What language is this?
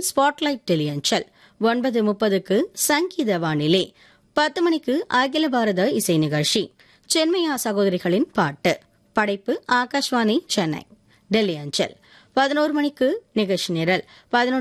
Tamil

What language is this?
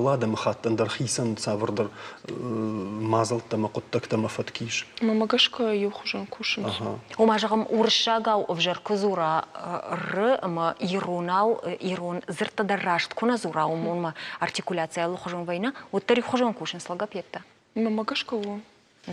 Ossetic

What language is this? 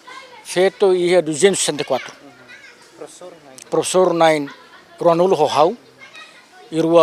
Tetum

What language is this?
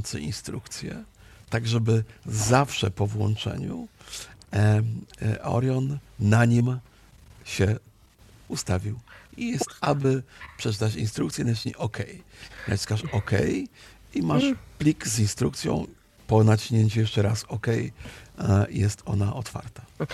Polish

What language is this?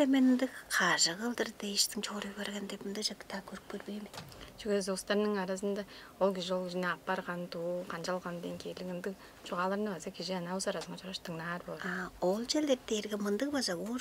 Tuvinian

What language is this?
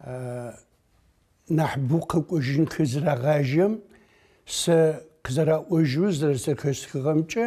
Adyghe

